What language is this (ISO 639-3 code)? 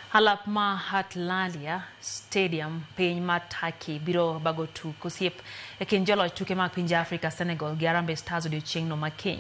luo